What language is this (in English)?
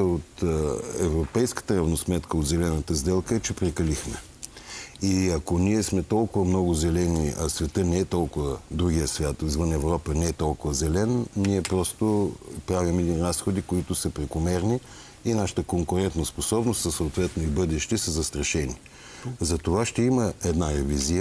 Bulgarian